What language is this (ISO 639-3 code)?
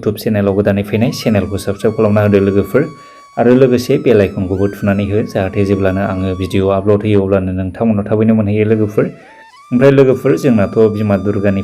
brx